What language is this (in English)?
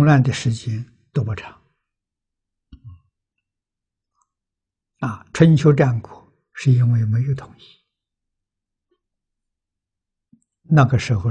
Chinese